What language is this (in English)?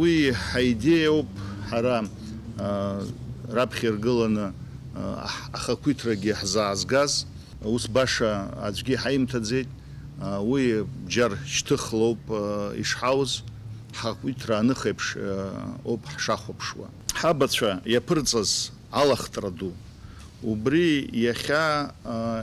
Abkhazian